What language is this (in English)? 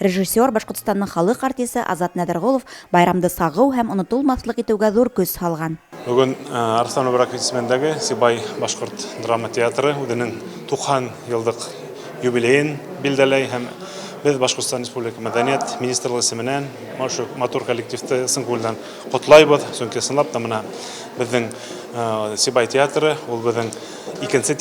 Bashkir